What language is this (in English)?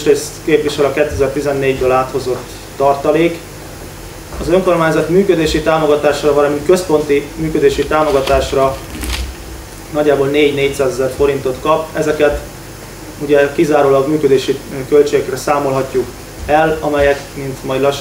Hungarian